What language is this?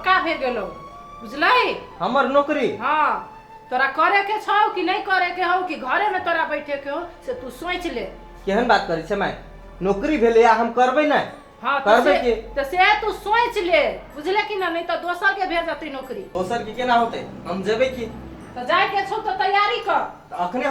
Maithili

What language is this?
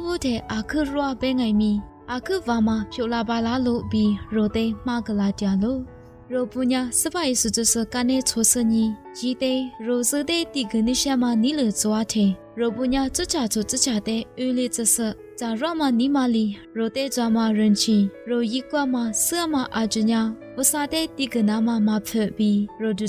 Lisu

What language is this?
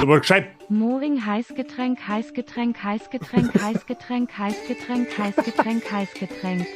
Bavarian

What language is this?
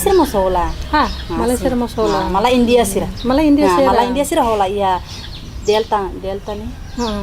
Tetum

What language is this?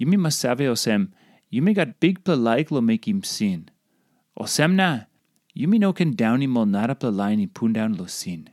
Tok Pisin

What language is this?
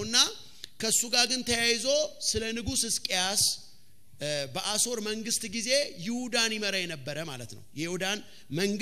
Amharic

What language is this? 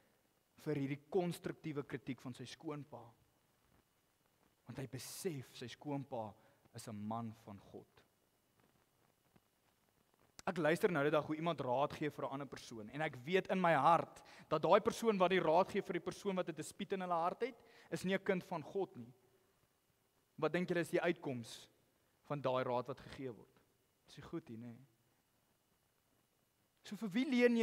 Afrikaans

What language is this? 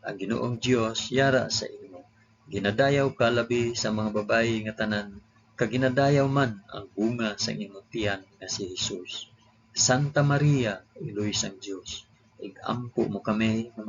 Hiligaynon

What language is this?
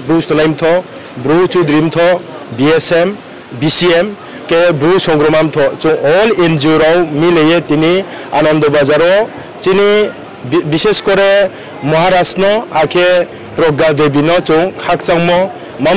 Riang (India)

